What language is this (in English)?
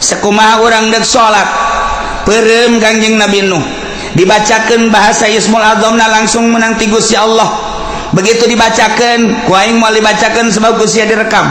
Sundanese